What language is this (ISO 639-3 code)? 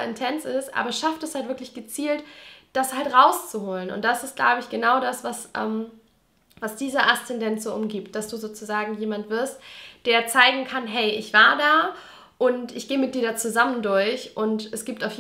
deu